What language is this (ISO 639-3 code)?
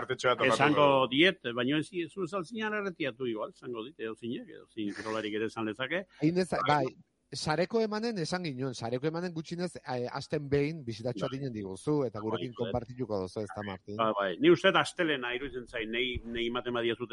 eus